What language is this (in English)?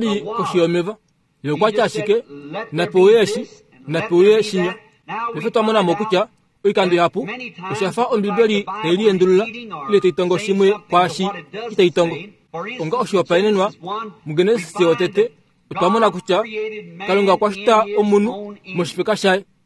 Kuanyama